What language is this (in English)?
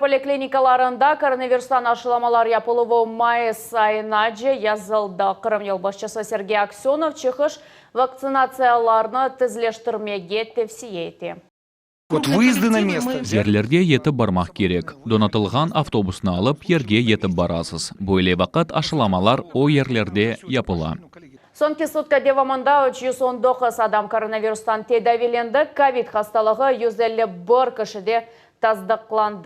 Crimean Tatar